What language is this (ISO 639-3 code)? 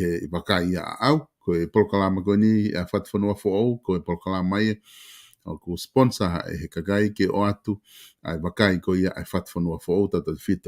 ton